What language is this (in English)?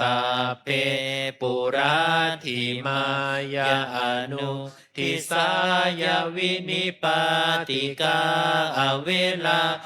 Pali